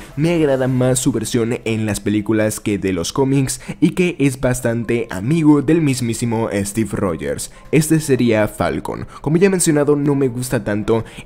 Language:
Spanish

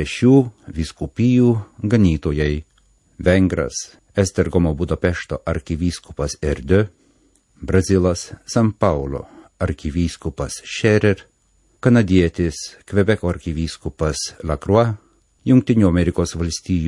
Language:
Lithuanian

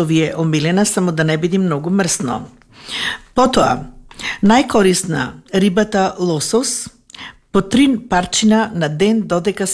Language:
Macedonian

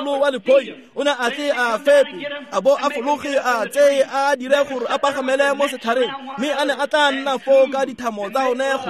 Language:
Tswana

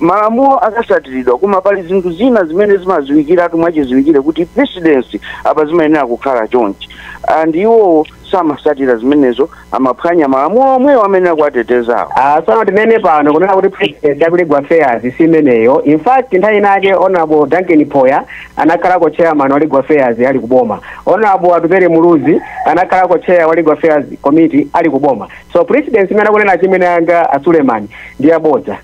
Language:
Nyanja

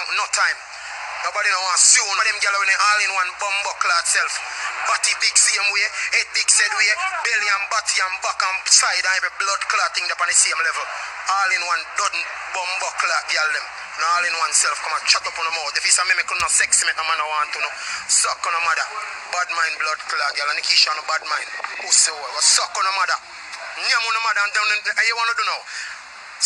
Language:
Jamaican Creole English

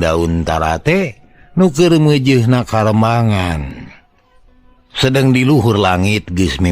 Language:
Sundanese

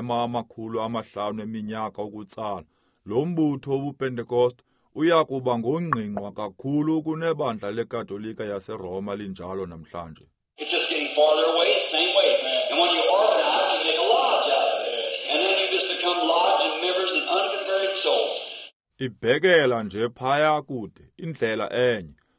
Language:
Xhosa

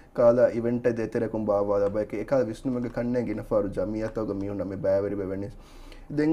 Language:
Divehi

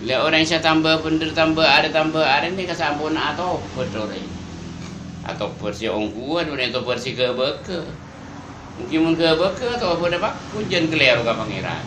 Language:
Madurese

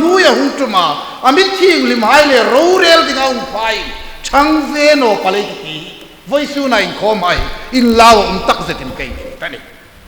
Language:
Hmar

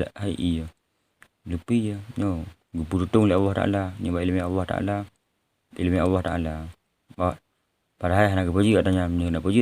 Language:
Achinese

